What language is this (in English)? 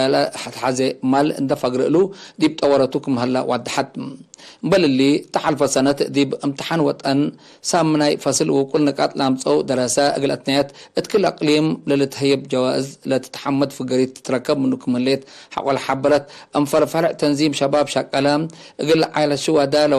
Tigre